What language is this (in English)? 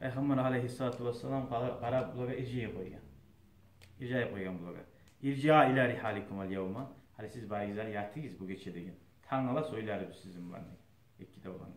Kumyk